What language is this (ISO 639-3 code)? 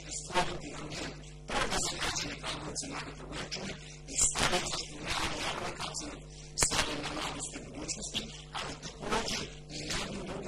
srp